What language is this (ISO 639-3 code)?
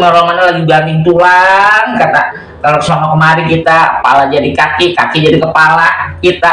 bew